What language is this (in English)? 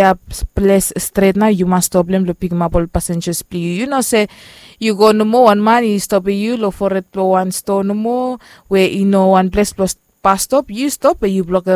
Bislama